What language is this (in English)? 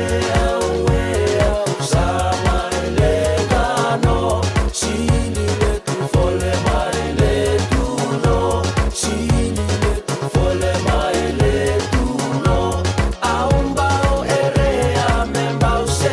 Fijian